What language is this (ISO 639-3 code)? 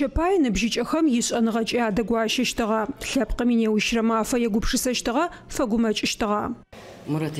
ady